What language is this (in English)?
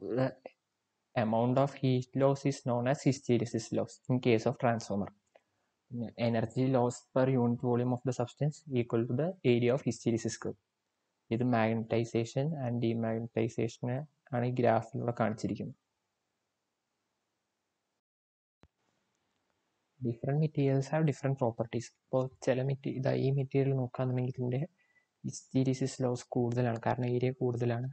Malayalam